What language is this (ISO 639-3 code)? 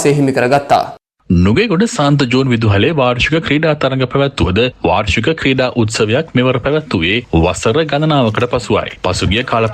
sin